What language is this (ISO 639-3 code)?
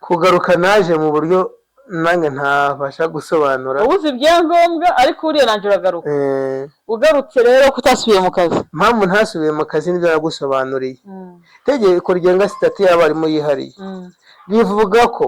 kin